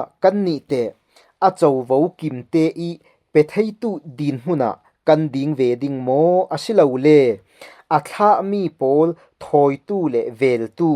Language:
Falam Chin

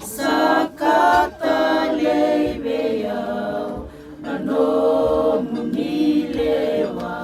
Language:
Fijian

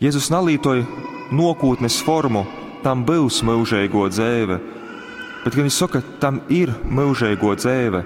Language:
Latgalian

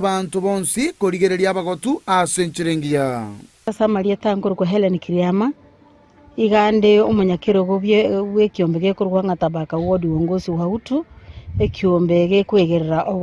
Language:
Gusii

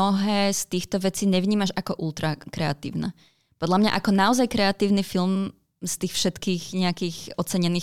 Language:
Slovak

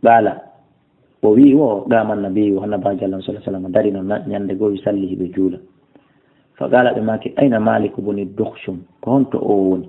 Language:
Fula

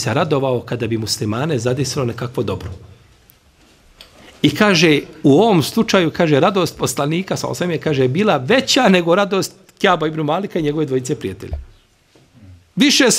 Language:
Bosnian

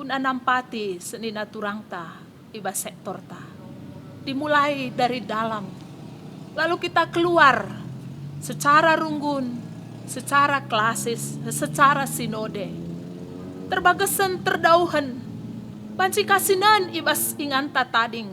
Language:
Batak Karo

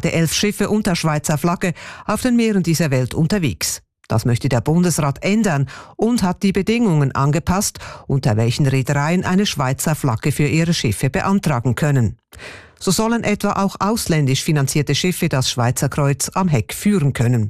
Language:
German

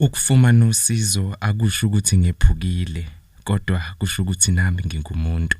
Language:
Zulu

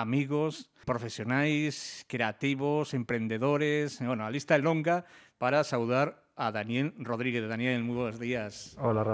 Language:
Galician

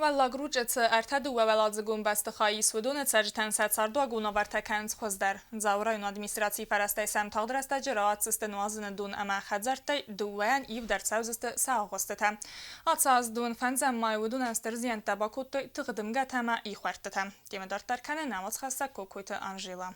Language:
Ossetic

